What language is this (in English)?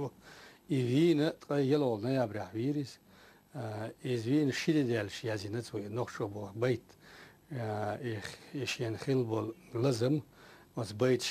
Chechen